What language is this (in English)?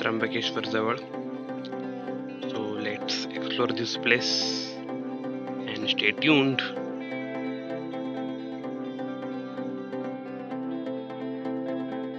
Marathi